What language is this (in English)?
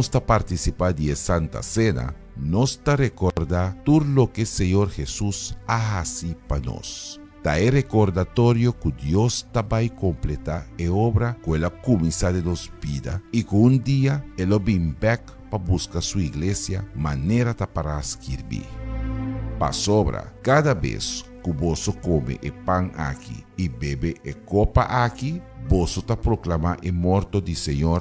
Papiamento